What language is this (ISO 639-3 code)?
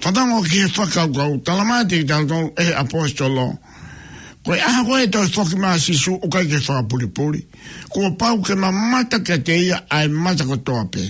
ton